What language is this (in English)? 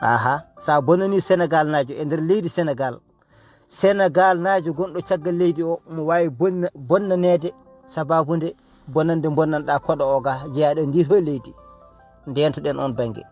Fula